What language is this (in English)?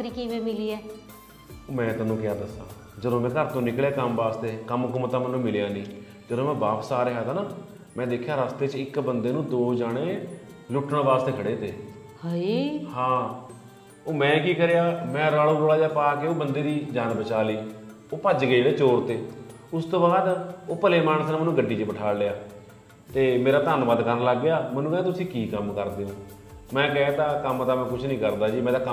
Punjabi